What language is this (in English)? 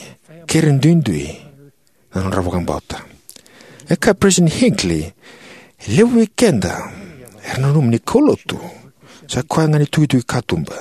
Fijian